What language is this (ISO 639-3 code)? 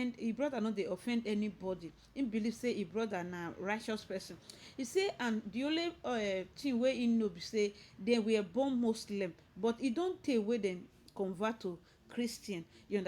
pcm